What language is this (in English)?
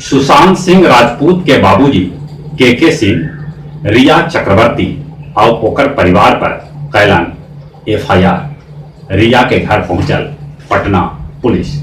Magahi